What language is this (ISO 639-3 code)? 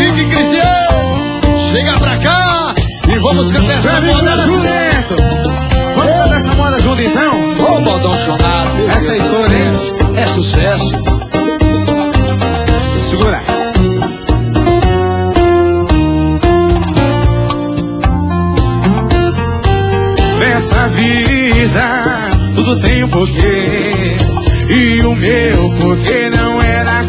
por